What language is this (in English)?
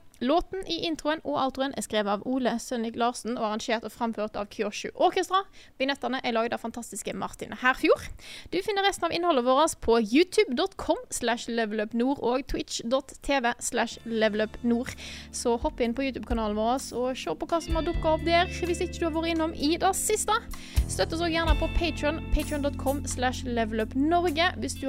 Norwegian